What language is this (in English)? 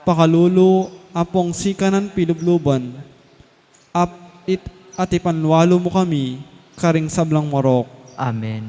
Pampanga